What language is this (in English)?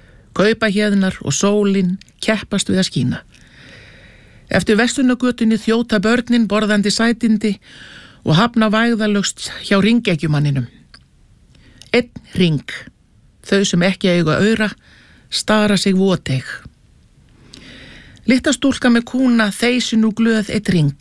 Icelandic